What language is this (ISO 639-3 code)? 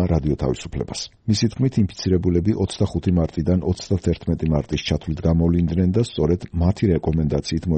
kat